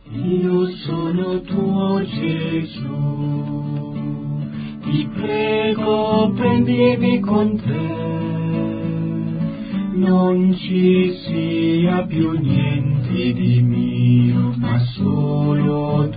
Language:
Italian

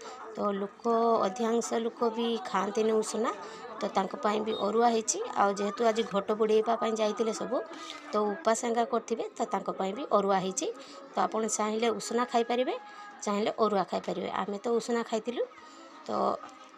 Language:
Odia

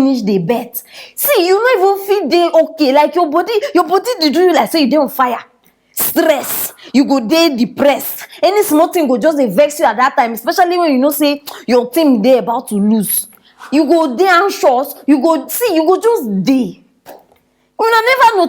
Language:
Nigerian Pidgin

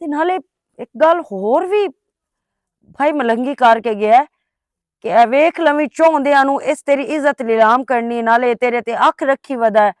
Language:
Western Panjabi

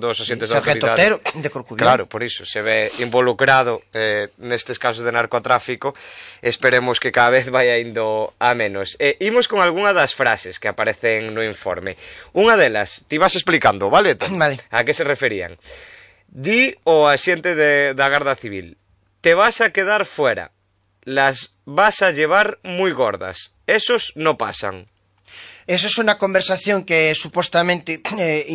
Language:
Galician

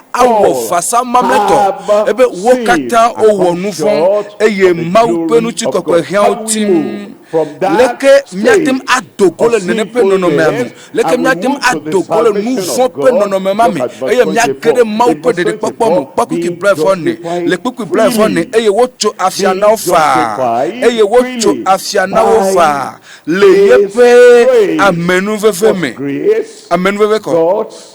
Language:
Ewe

